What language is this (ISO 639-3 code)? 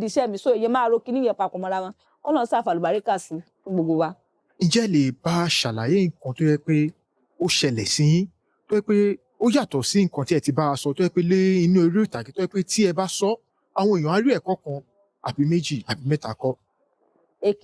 yor